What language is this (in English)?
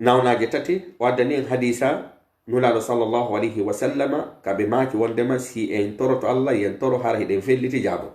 Pular